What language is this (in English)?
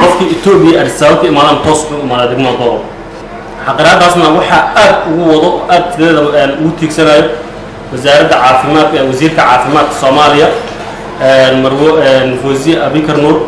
Somali